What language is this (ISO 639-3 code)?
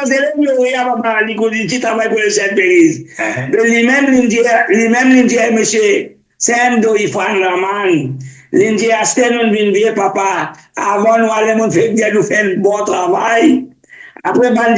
mfe